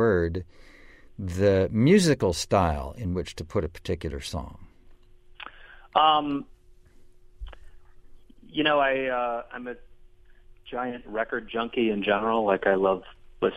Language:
English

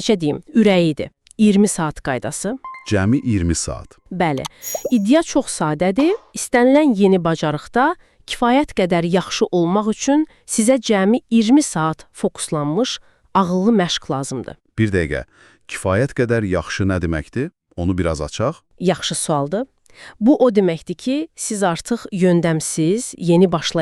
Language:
Azerbaijani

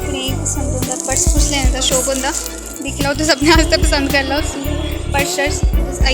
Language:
Dogri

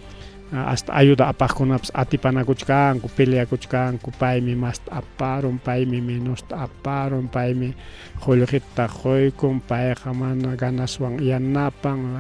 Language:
Ayacucho Quechua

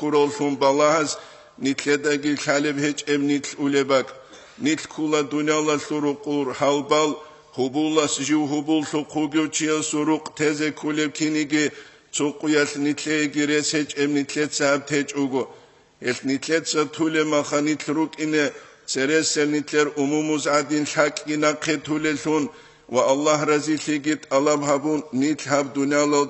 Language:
Avaric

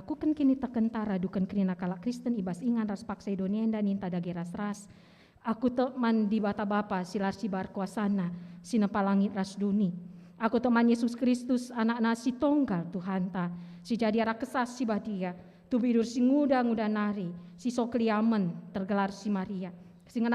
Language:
Batak Karo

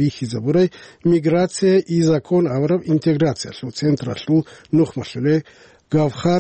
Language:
Avaric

